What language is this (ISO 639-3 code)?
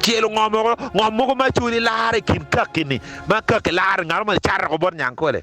ach